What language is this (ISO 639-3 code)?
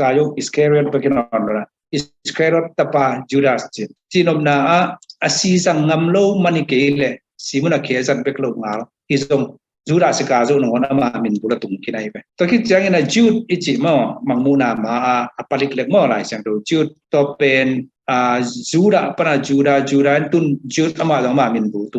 ctd